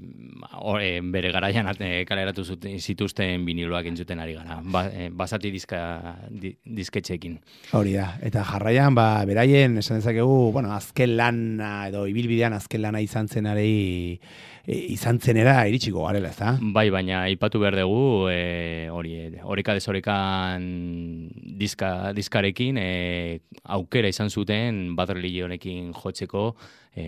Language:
Basque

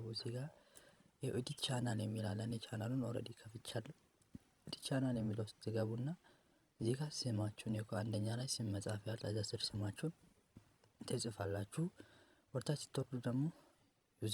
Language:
Amharic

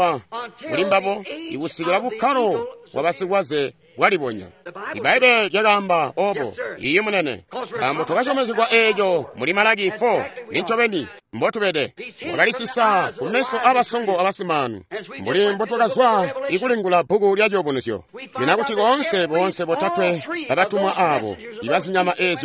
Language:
Tonga (Zambia)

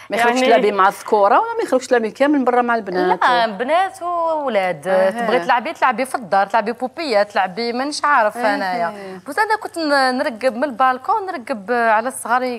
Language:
Algerian Arabic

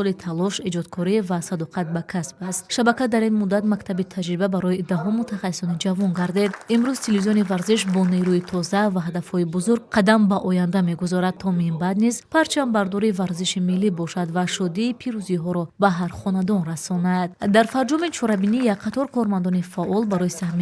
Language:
Tajik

